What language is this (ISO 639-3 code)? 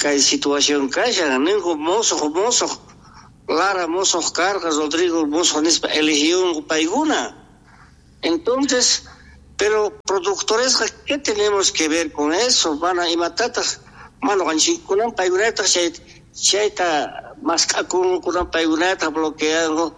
quh